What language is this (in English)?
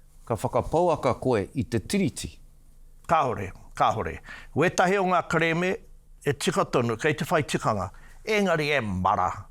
Māori